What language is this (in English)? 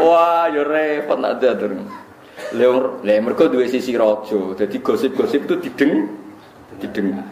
Javanese